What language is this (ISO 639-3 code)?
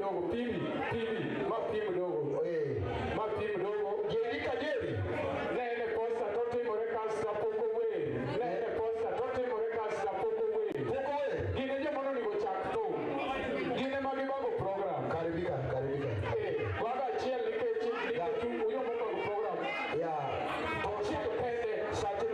luo